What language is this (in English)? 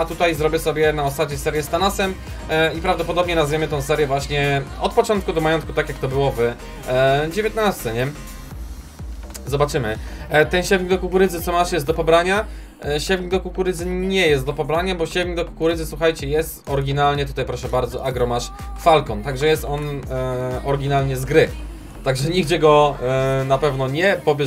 Polish